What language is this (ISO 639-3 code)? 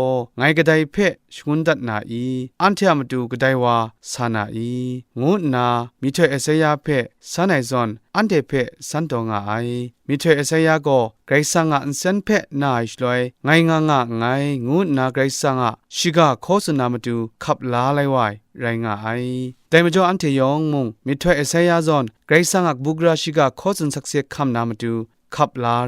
kac